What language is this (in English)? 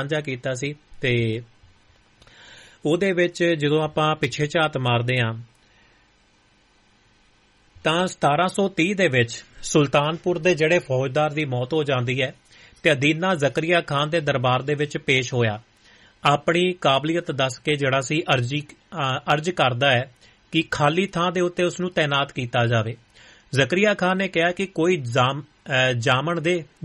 Punjabi